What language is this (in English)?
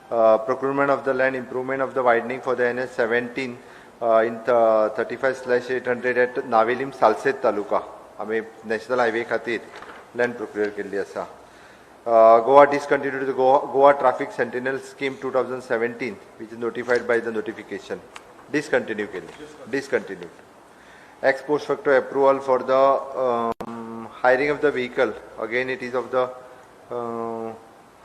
Konkani